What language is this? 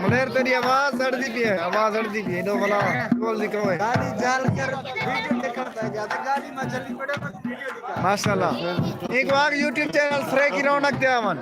Saraiki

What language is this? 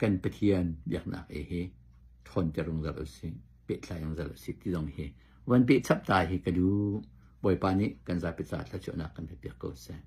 Hakha Chin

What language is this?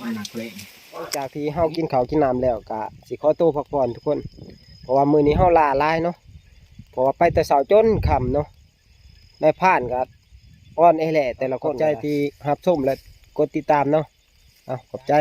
Northeastern Thai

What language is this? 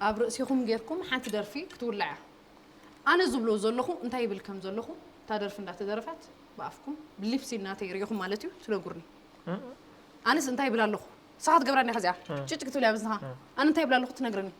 Tigrinya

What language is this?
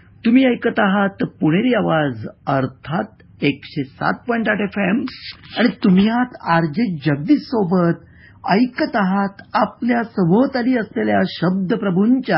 Marathi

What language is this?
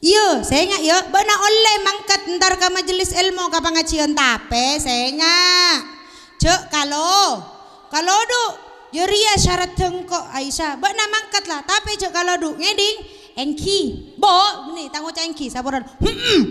Madurese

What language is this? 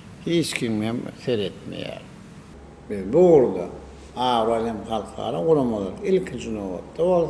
Turkmen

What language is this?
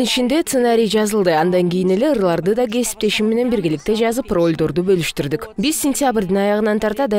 Kyrgyz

